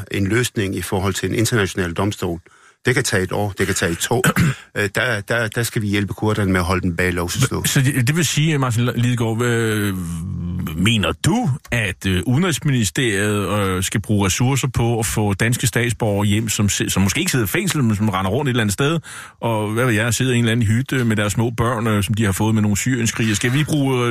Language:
Danish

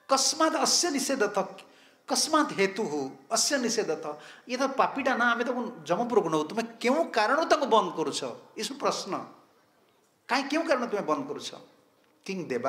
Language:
Odia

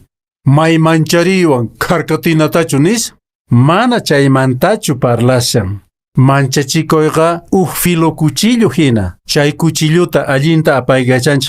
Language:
Quechua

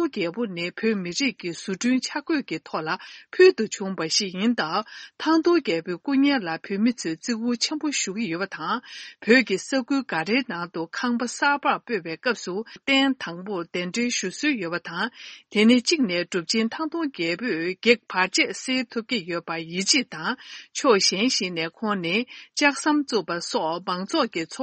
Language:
Tibetan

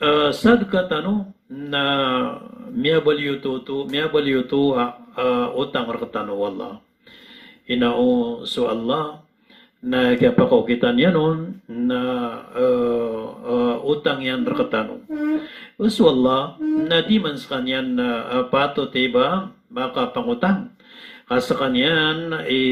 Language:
Maranao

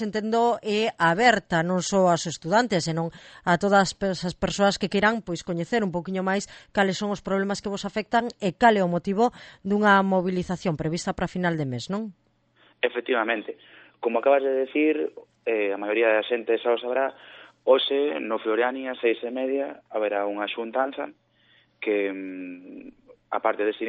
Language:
Galician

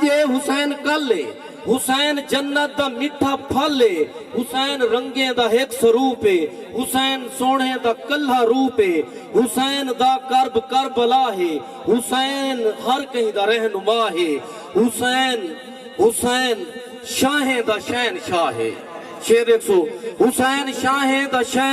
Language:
Saraiki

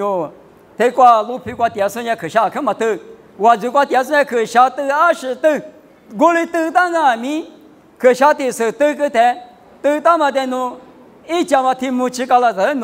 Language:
Lisu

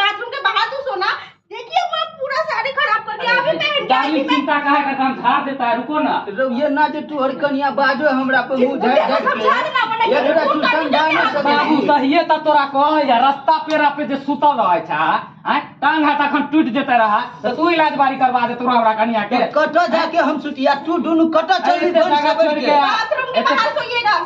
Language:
Maithili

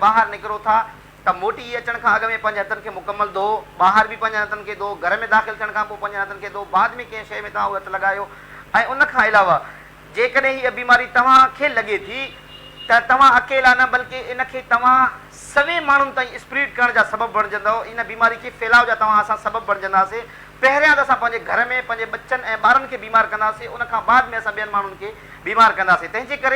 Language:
Sindhi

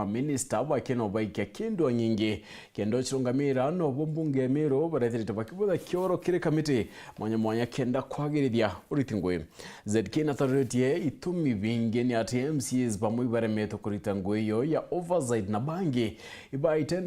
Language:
Meru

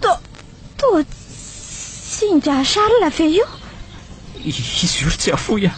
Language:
Malagasy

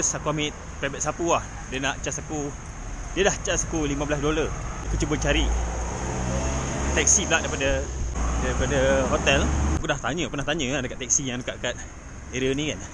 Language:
Malay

